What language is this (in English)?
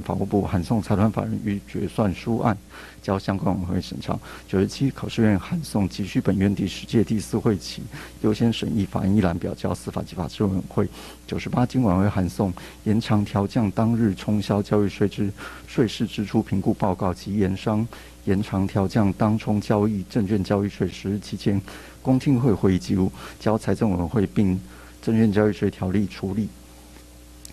Chinese